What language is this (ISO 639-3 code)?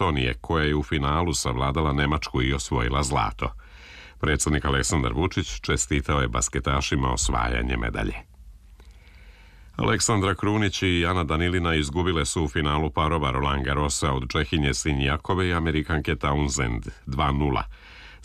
srp